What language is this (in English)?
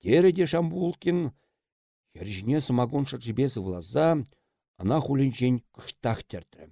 Chuvash